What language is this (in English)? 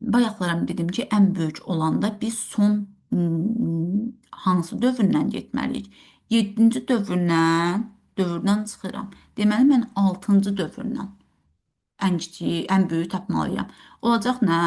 Azerbaijani